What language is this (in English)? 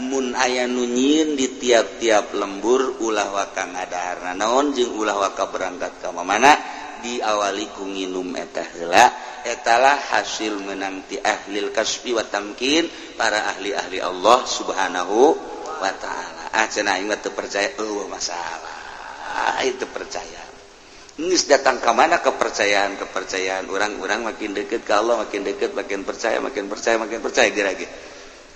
Sundanese